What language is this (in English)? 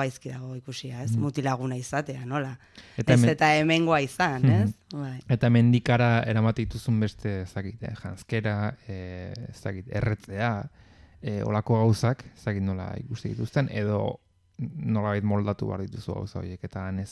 Basque